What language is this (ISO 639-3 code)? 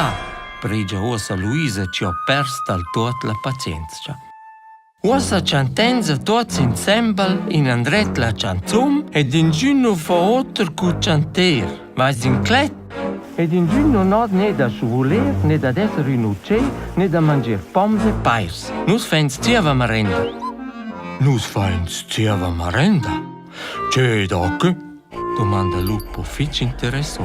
roh